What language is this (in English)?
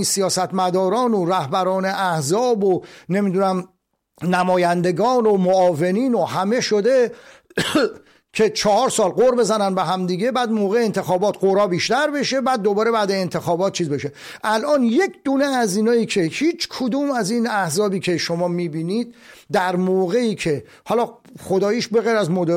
Persian